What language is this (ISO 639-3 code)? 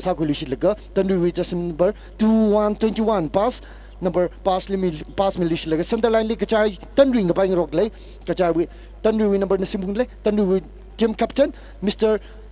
nmf